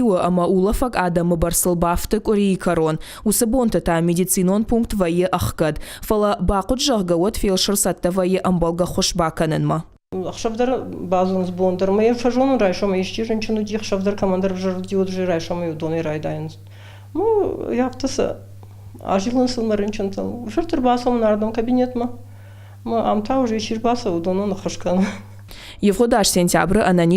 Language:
Ossetic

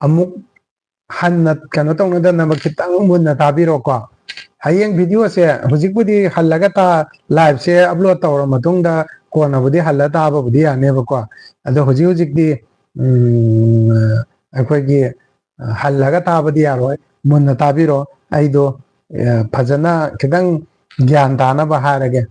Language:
Manipuri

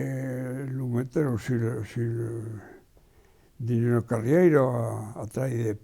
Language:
Occitan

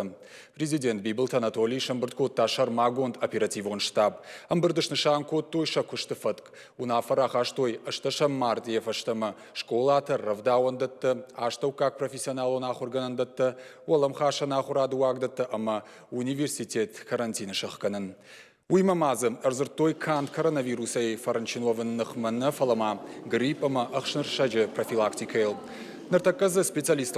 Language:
Ossetic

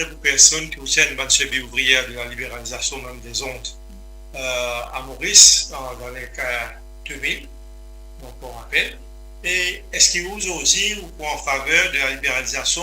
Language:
Morisyen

